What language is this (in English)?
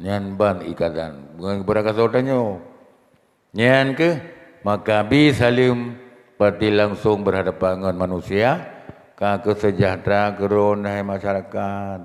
Achinese